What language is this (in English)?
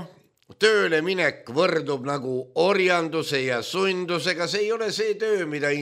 Estonian